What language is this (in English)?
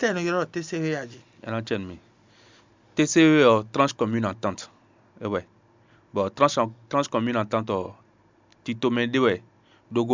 Fon